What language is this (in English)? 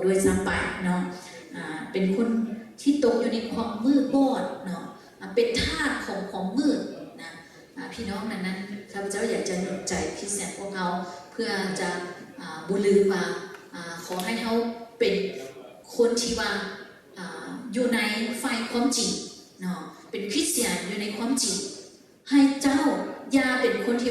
Lao